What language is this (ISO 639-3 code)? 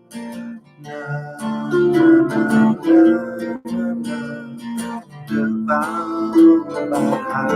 cym